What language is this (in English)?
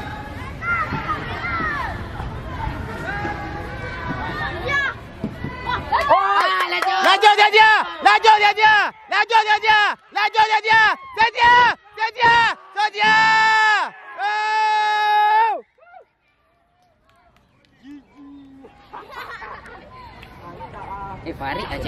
Malay